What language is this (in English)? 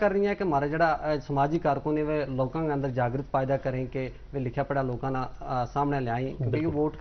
Gujari